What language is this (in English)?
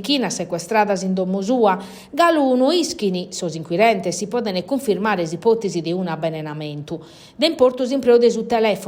Sardinian